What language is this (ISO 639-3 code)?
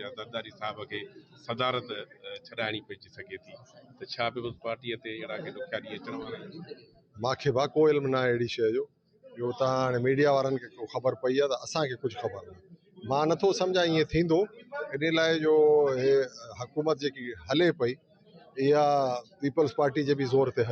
snd